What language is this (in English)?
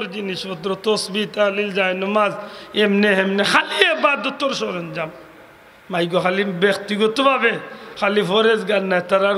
Sylheti